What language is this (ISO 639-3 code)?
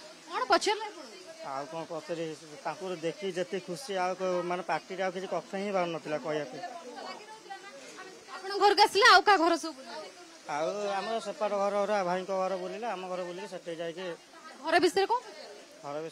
ori